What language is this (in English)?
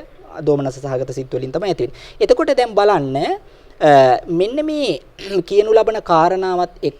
Sinhala